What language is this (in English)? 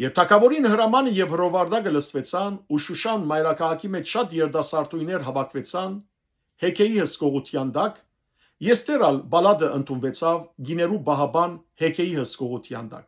Western Armenian